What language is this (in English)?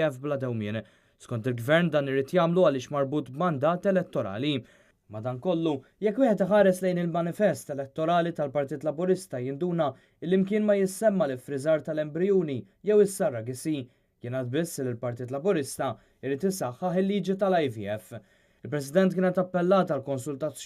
Maltese